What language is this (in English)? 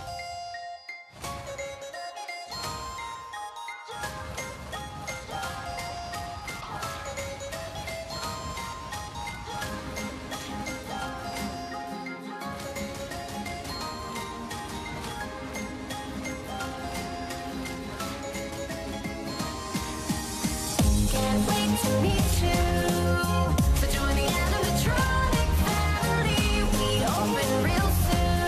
English